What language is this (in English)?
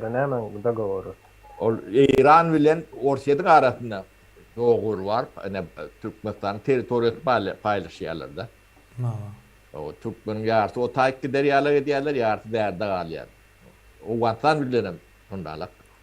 Turkmen